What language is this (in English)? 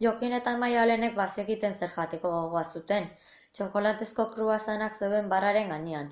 Basque